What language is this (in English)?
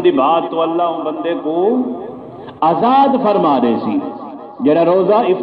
Saraiki